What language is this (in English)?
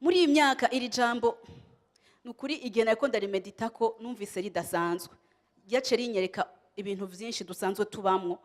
Rundi